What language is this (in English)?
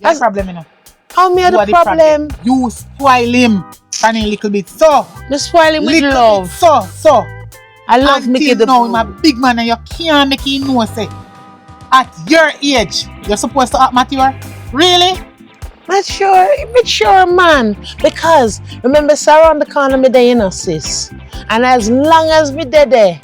Jamaican Creole English